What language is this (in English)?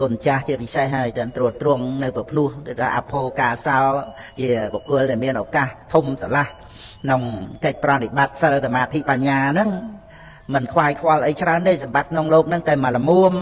Khmer